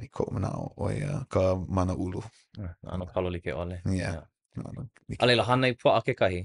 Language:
Hawaiian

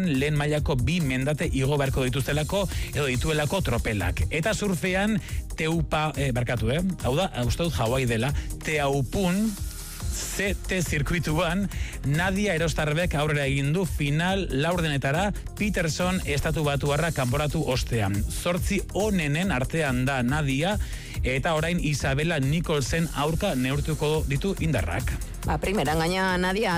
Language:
Basque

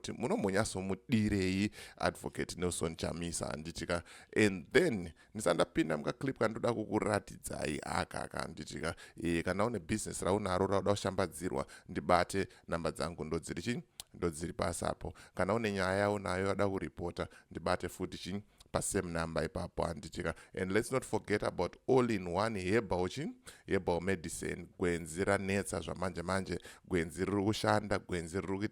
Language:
Shona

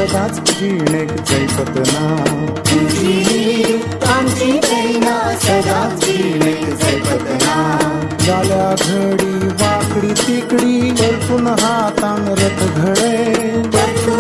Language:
Konkani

